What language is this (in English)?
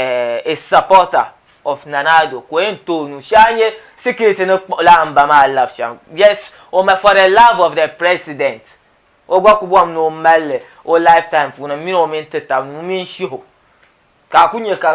Dagbani